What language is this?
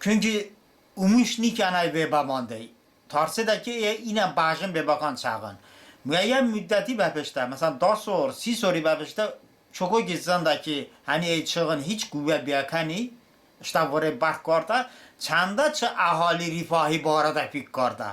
Talysh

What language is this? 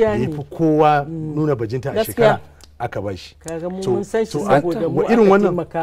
Hausa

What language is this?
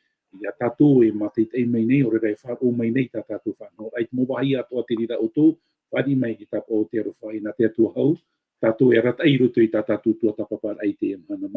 Tahitian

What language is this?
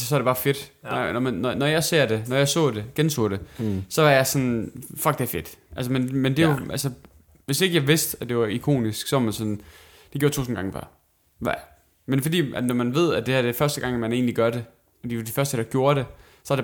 Danish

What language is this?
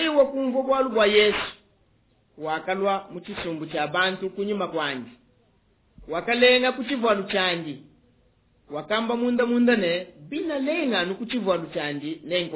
Luba-Lulua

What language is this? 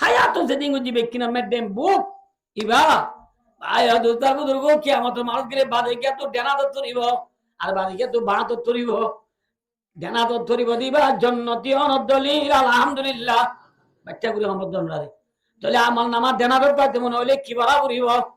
Rohingya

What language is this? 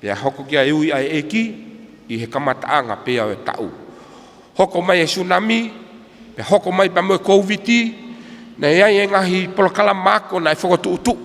Tongan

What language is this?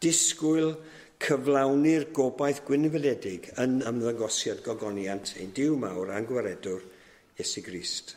Welsh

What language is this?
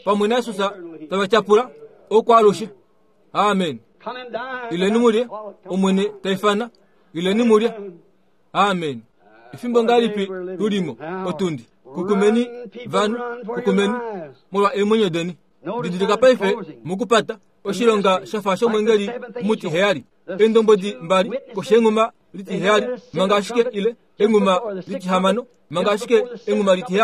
Kuanyama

